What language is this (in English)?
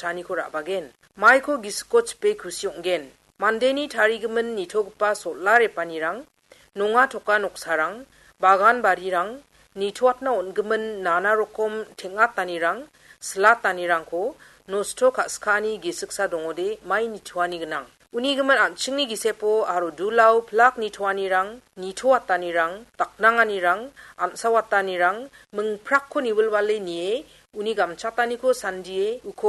Garo